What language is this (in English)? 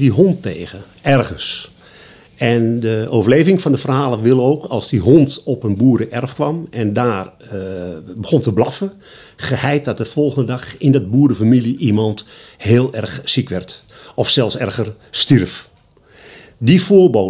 Dutch